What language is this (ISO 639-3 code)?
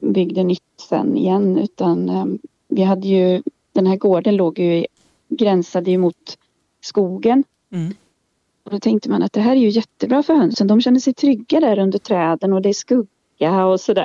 swe